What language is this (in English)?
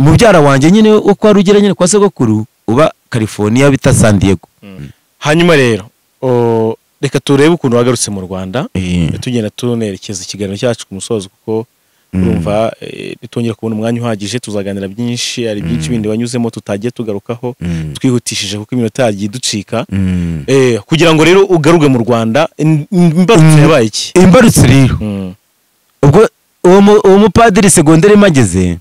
Kinyarwanda